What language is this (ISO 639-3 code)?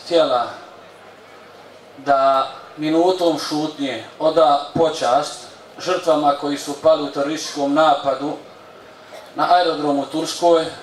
bos